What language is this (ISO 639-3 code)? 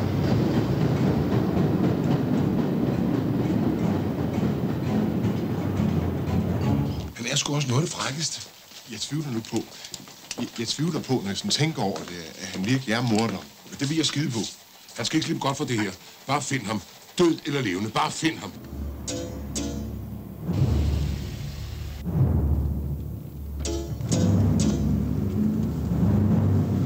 dan